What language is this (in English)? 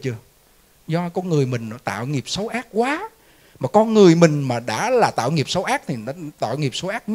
Vietnamese